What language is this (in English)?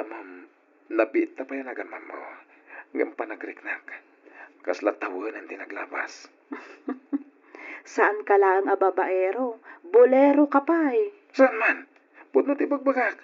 Iloko